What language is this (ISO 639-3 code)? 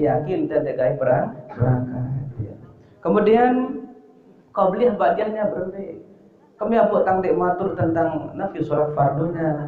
sas